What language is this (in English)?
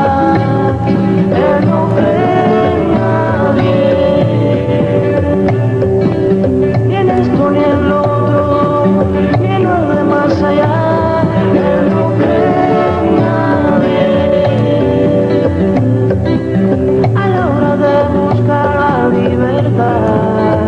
Spanish